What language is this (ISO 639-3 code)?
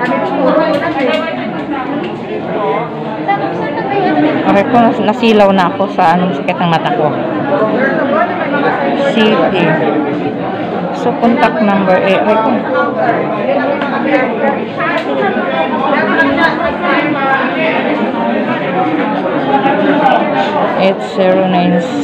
fil